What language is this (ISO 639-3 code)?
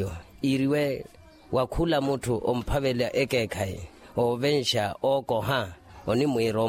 vmw